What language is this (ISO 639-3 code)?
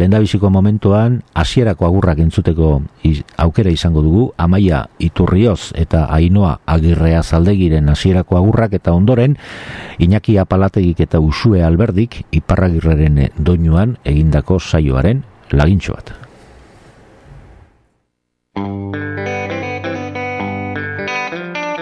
eus